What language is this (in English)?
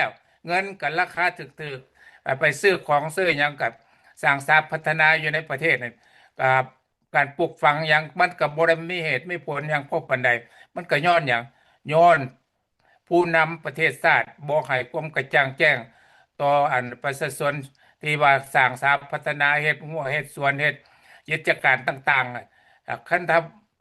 Lao